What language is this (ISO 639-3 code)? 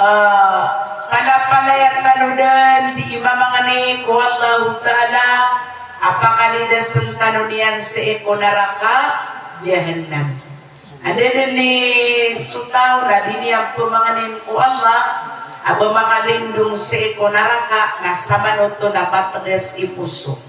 mrw